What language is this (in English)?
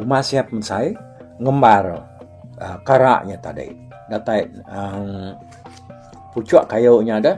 Iban